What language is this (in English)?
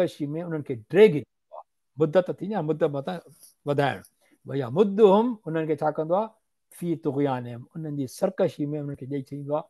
Sindhi